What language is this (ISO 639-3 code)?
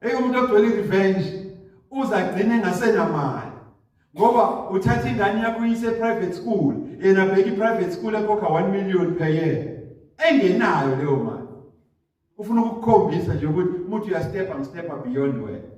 zul